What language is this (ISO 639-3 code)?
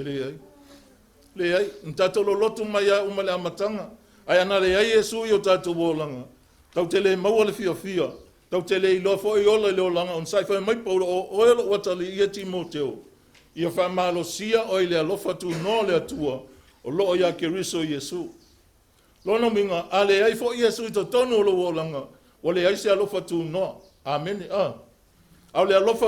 smo